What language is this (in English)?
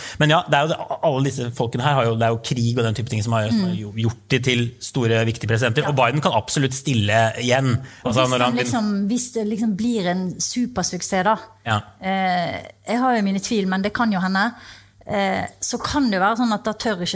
Norwegian